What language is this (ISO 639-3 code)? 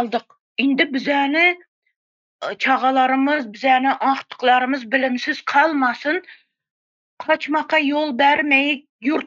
tuk